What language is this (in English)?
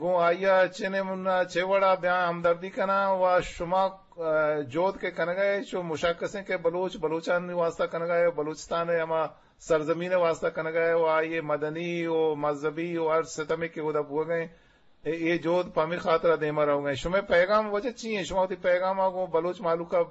Eastern Balochi